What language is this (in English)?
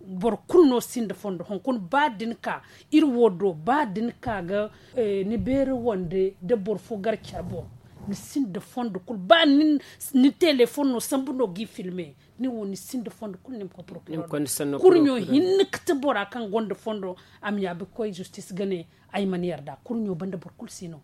Zarma